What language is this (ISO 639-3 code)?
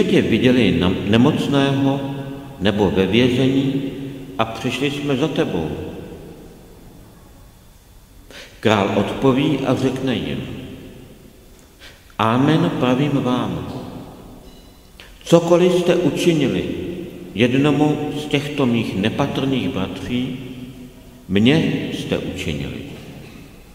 ces